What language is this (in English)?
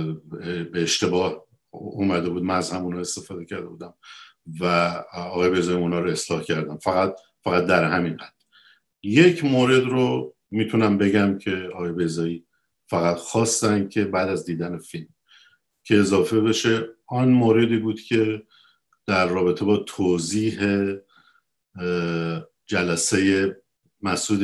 Persian